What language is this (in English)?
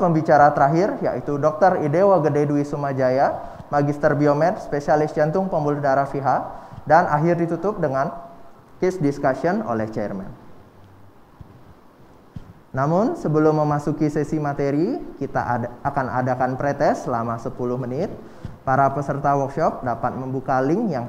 Indonesian